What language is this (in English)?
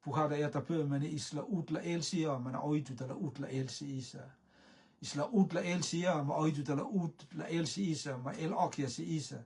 Rotuman